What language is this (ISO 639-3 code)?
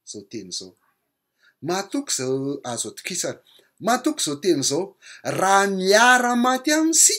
mlg